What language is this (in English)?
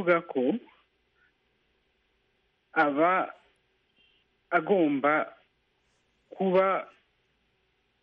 Kinyarwanda